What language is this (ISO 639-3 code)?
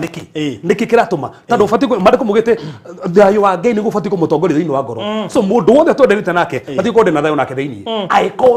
kik